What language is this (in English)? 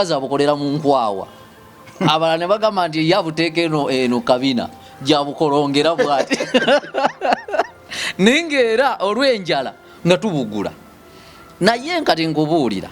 Ganda